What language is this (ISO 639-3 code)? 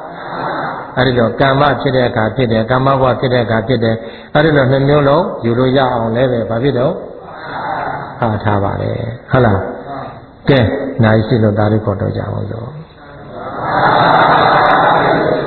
mya